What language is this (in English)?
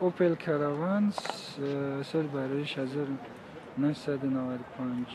Tajik